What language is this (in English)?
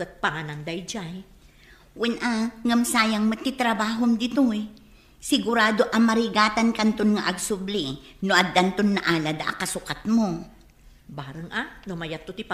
Iloko